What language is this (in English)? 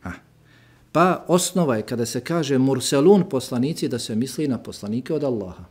Bosnian